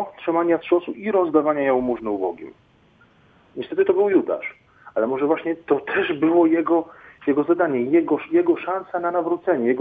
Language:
Polish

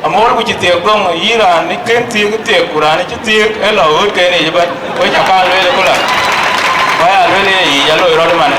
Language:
Dinka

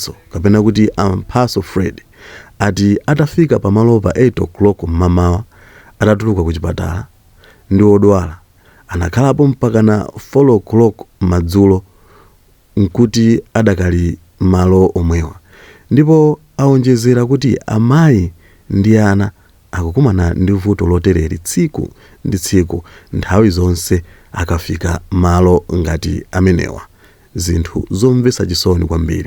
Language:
Nyanja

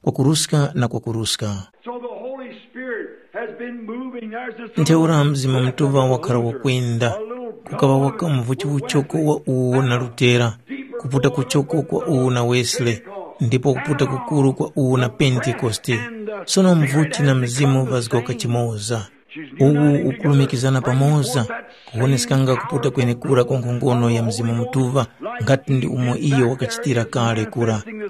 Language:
Tumbuka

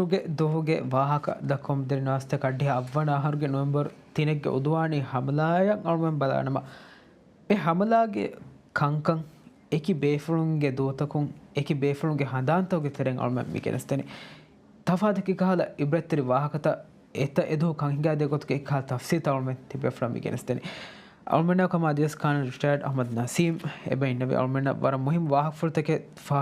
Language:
Divehi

